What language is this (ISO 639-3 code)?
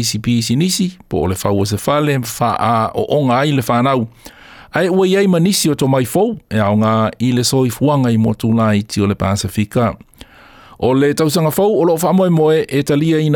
smo